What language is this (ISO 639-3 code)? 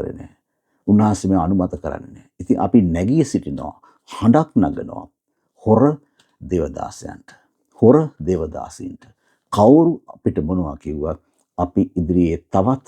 sin